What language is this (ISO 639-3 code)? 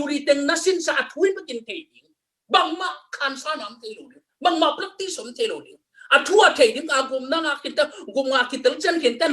ctd